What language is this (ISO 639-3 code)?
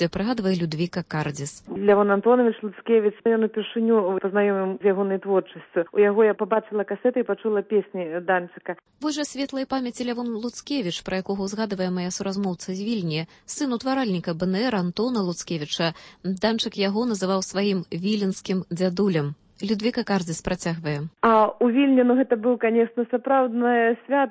bel